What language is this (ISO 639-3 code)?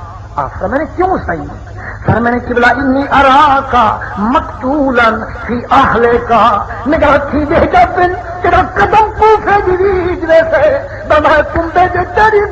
skr